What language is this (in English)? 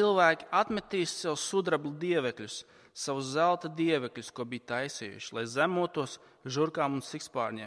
Latvian